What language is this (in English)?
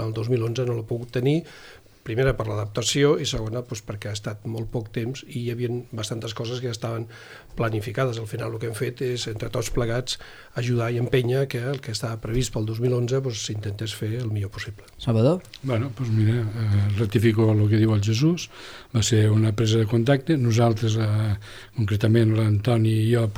Catalan